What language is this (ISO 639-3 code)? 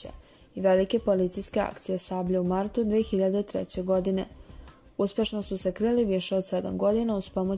srp